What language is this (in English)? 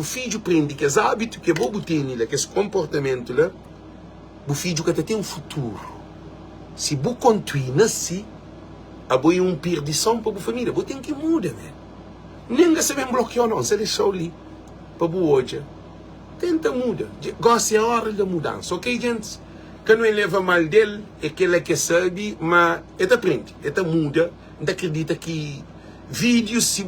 Kabuverdianu